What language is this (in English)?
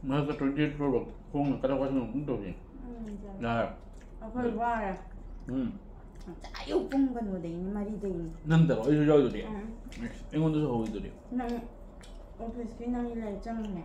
Manipuri